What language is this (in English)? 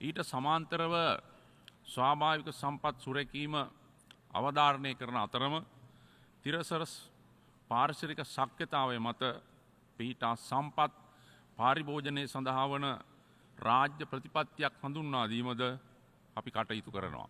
Sinhala